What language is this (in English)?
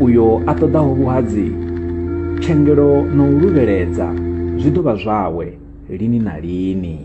Venda